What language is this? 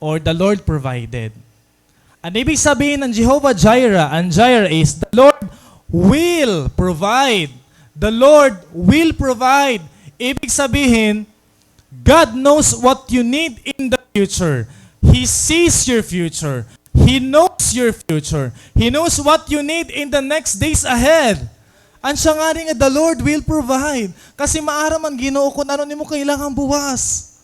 Waray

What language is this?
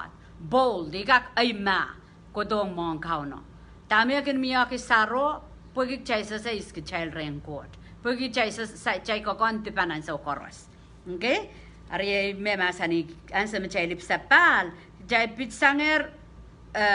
Pohnpeian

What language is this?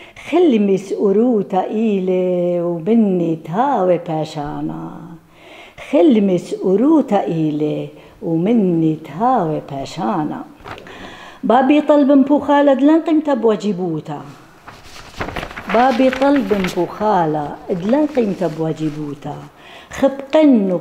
Assyrian Neo-Aramaic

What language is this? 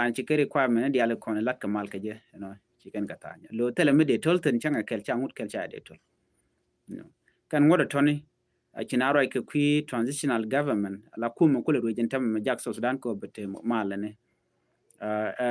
Nuer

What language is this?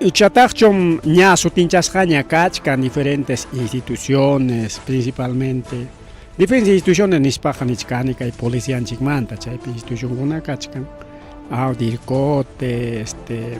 Ayacucho Quechua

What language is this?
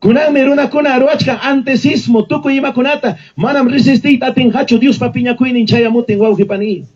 Ayacucho Quechua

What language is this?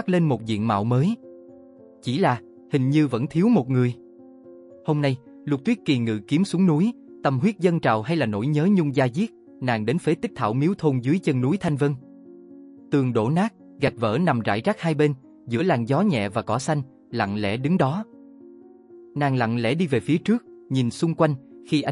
Vietnamese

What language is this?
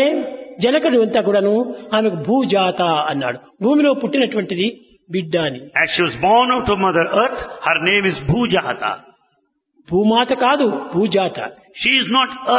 Telugu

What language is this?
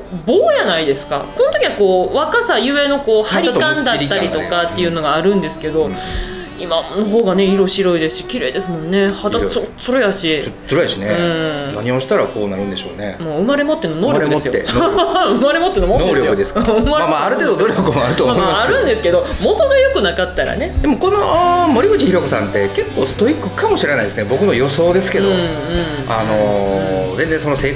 Japanese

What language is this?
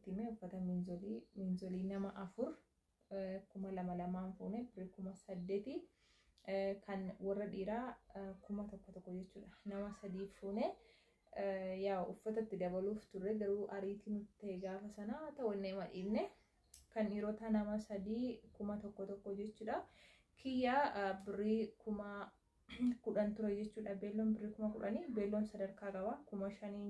Oromo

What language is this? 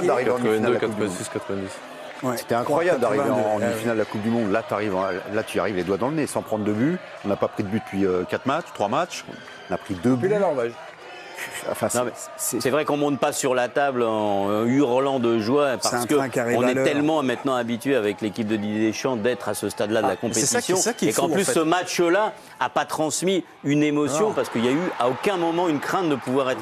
French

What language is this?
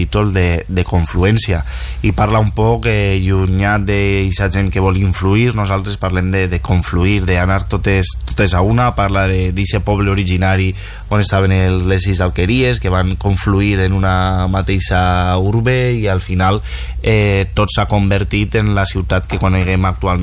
Catalan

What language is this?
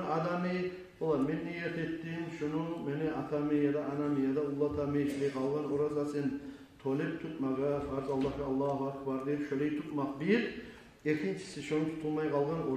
Kumyk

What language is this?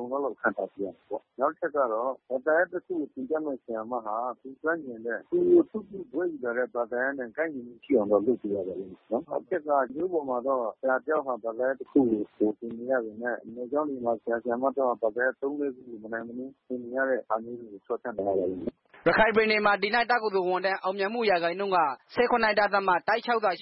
Burmese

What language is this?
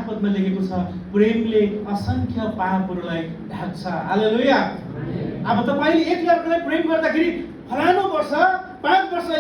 Nepali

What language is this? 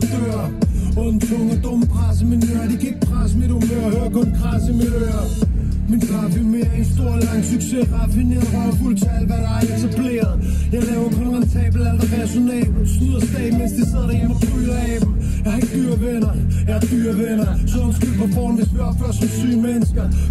Danish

